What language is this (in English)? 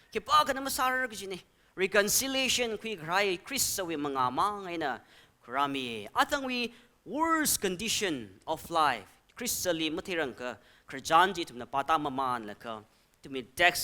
Tangkhul Naga (India)